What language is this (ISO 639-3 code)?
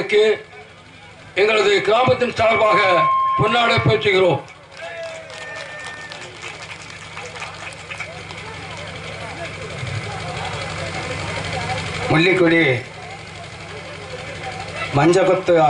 tam